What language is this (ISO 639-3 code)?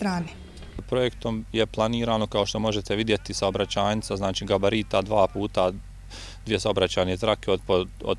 bos